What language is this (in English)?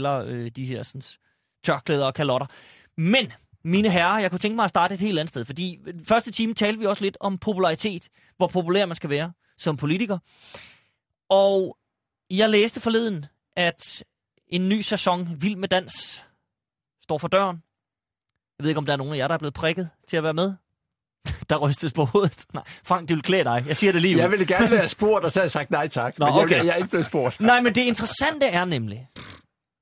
Danish